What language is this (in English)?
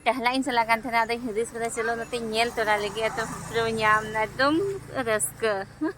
Santali